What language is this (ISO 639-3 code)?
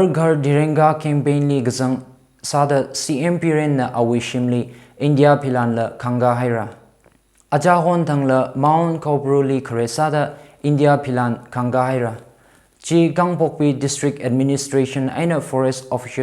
nmf